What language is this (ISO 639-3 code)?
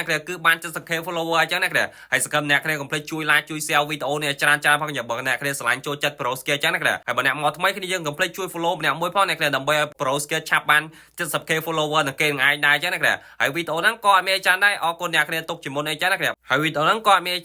khm